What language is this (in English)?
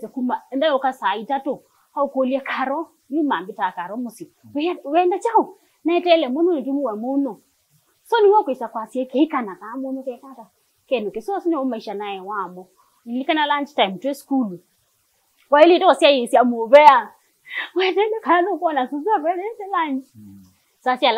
Kamba